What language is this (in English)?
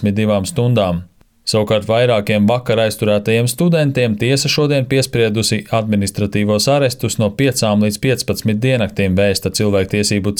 Latvian